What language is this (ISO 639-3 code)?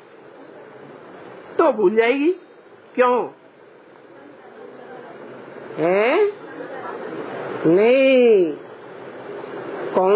hin